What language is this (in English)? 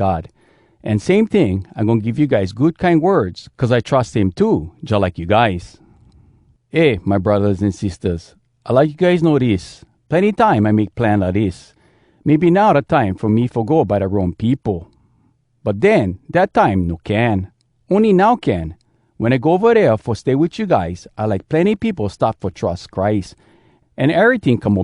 Hawai'i Creole English